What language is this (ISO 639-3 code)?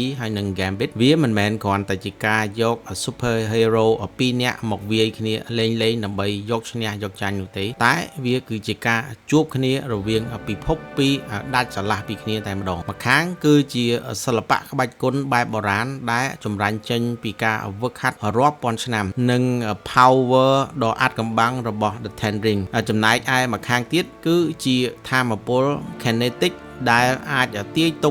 khm